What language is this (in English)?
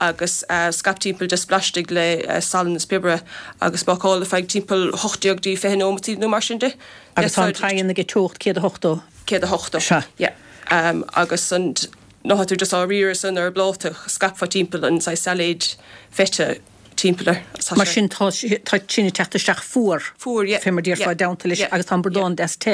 Irish